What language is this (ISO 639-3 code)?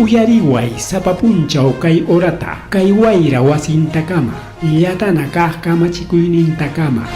quy